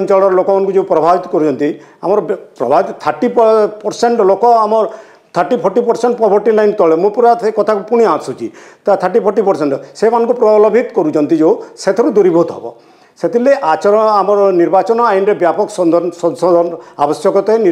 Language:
Odia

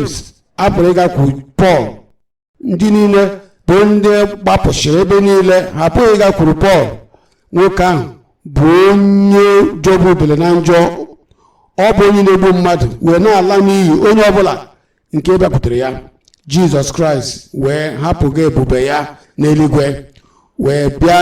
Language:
Igbo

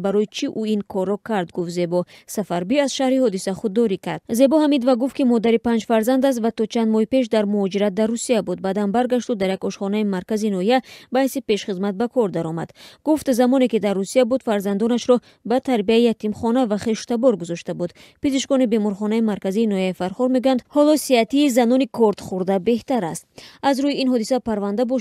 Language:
Tajik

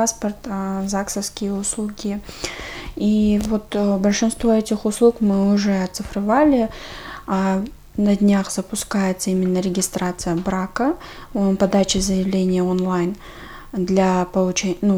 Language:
Russian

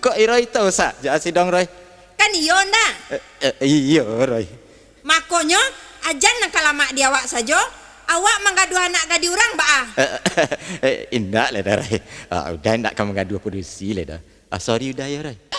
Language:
Minangkabau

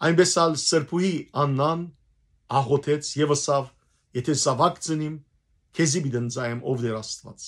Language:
Western Armenian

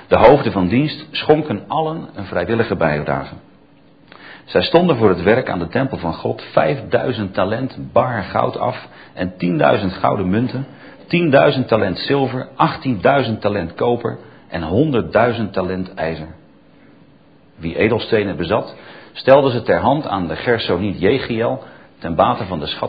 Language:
Dutch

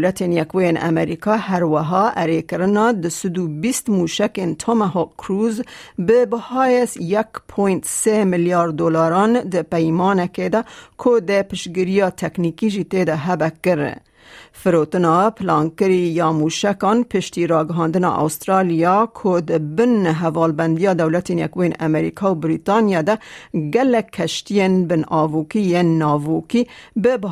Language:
Kurdish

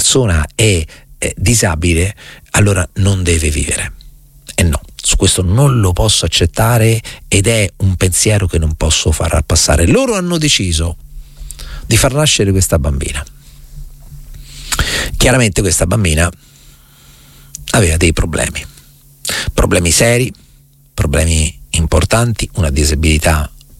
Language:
Italian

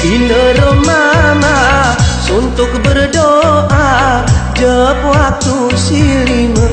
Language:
Gayo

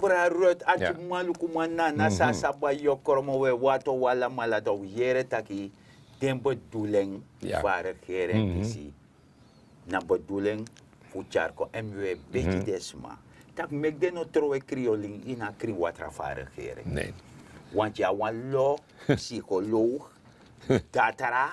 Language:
Sranan Tongo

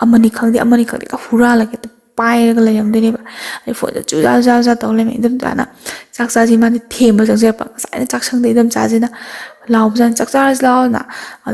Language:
Manipuri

